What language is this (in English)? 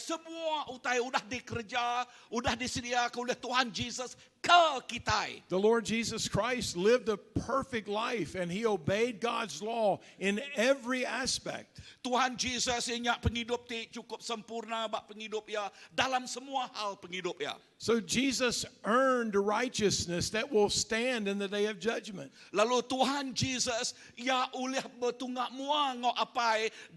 Iban